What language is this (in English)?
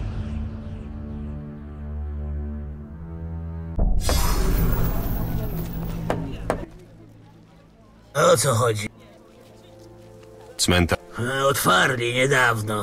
Polish